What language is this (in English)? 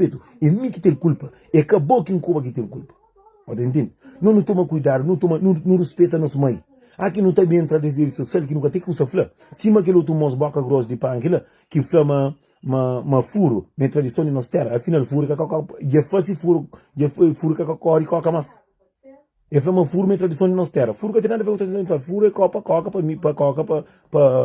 Kabuverdianu